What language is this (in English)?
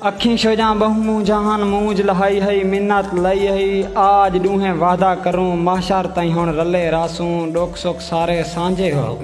Saraiki